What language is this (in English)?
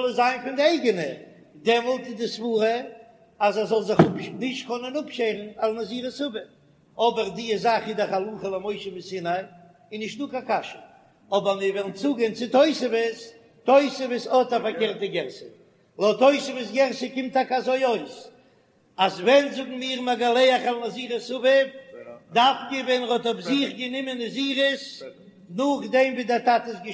Yiddish